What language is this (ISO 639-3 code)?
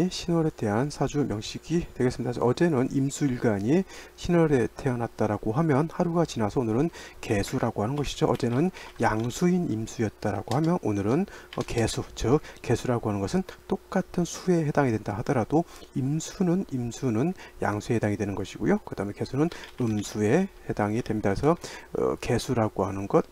kor